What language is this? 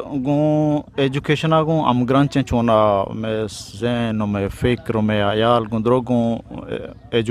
Eastern Balochi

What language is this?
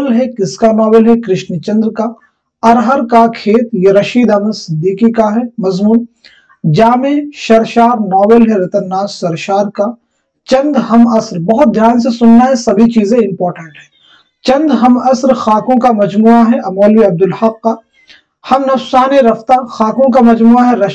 Urdu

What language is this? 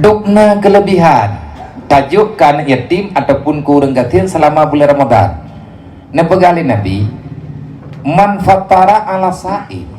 Achinese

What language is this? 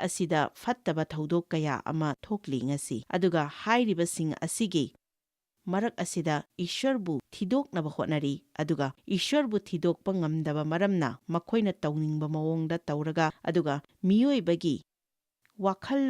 Manipuri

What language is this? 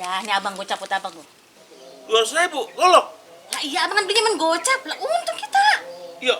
Betawi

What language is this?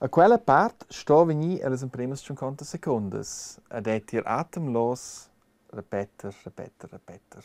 Romansh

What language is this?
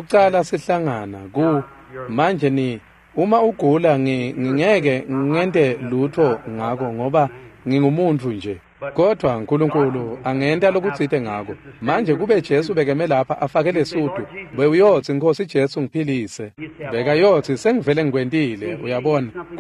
Swati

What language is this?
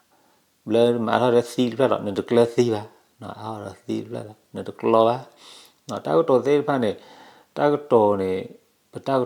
S'gaw Karen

